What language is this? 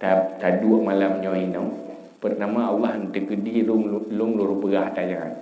Achinese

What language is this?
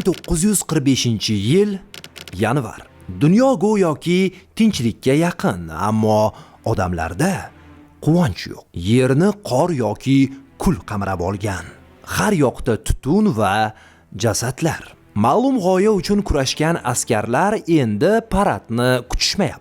Uzbek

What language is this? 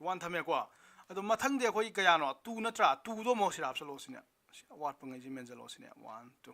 Manipuri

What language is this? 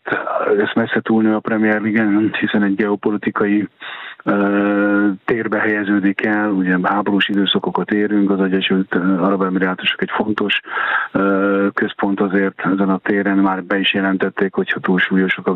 Hungarian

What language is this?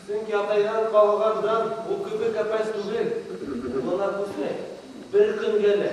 Bashkir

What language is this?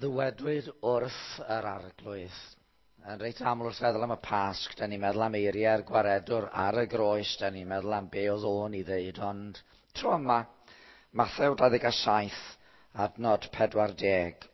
Welsh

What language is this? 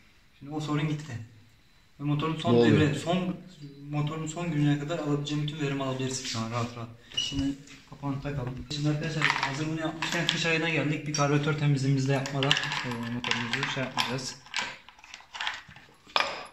Turkish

